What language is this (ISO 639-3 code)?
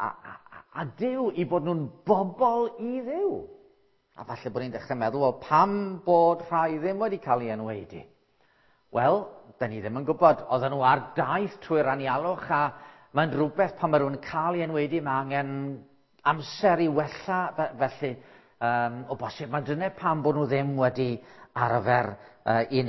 cym